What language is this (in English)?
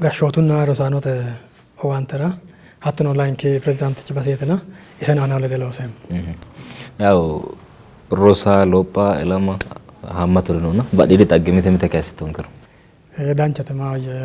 Sidamo